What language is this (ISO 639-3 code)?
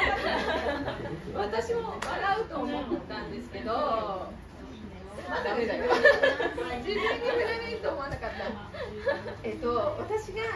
jpn